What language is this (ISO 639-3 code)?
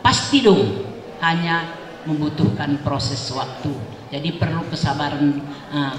btx